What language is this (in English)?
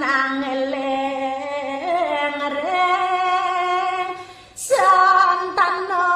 Balinese